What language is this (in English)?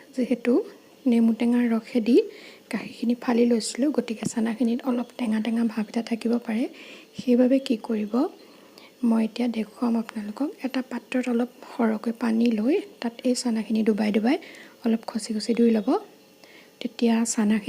Assamese